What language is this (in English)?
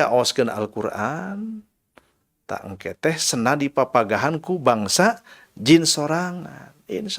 Sundanese